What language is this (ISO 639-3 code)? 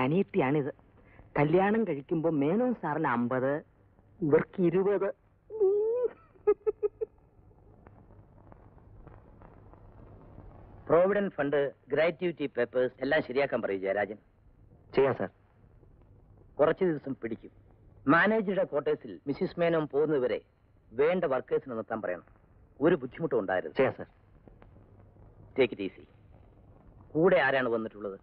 mal